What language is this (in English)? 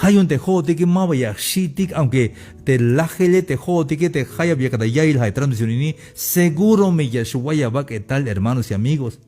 Tzeltal